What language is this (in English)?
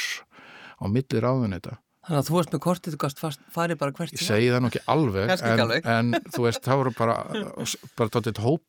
Icelandic